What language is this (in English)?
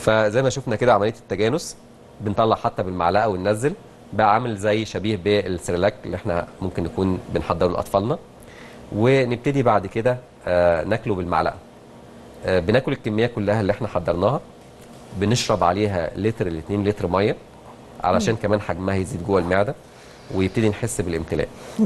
Egyptian Arabic